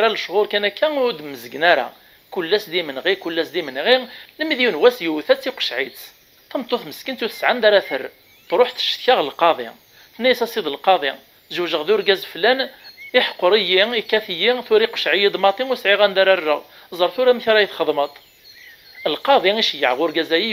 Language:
Kabyle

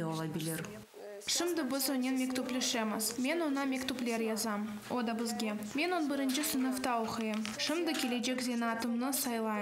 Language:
Crimean Tatar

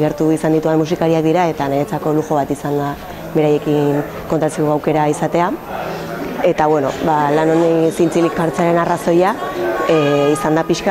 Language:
Basque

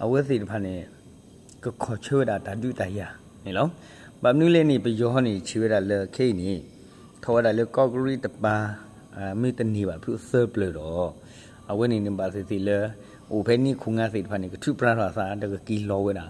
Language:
S'gaw Karen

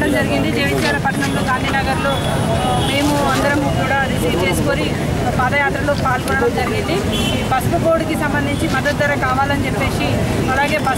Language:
Telugu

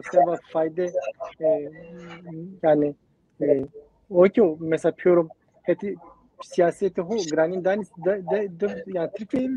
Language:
Zaza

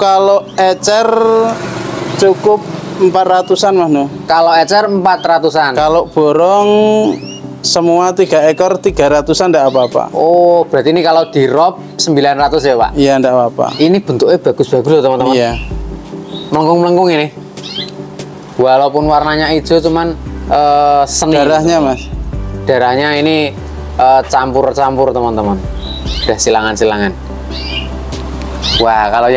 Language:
Indonesian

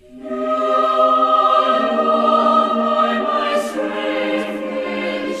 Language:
South Bolivian Quechua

